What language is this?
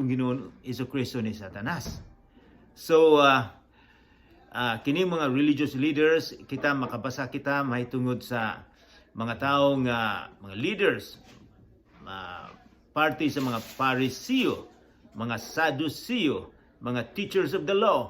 Cebuano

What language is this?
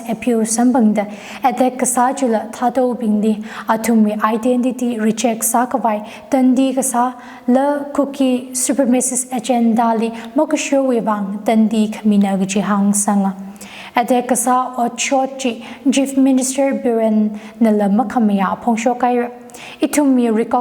Tangkhul Naga (India)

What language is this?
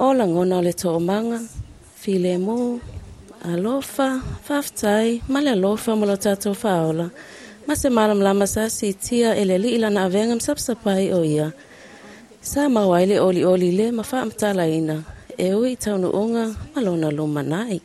Samoan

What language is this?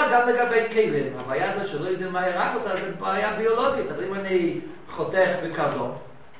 Hebrew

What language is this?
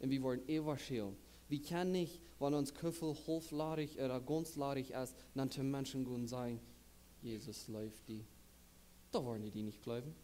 Plautdietsch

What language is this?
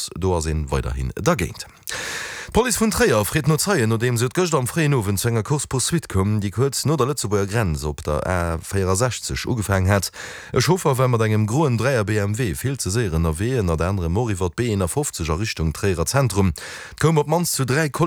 Luxembourgish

